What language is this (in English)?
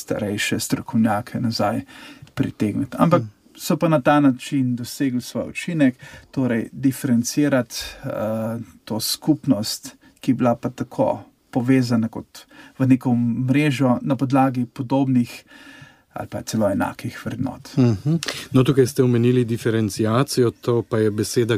Slovenian